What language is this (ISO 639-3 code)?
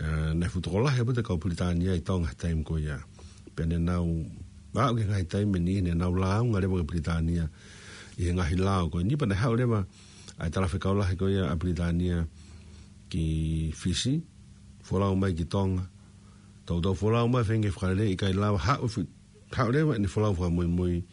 ton